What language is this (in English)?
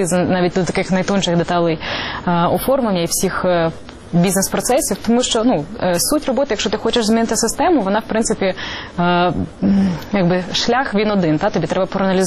Ukrainian